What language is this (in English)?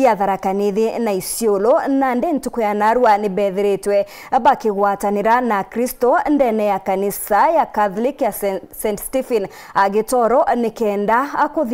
Meru